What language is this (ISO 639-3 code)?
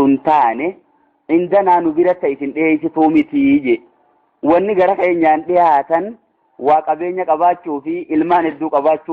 orm